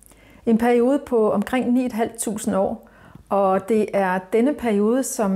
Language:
Danish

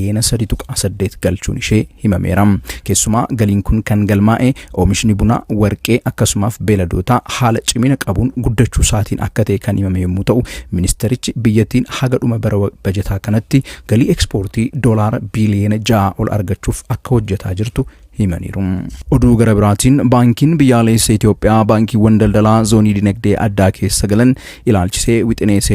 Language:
Oromo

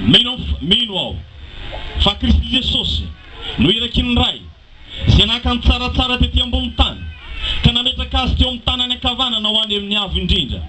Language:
Malagasy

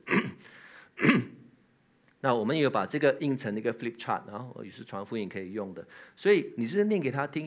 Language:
Chinese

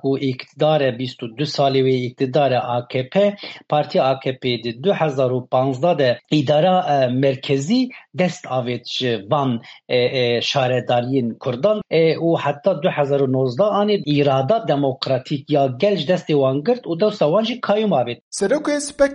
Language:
Kurdish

